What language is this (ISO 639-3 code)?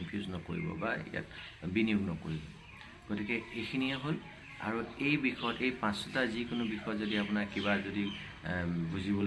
asm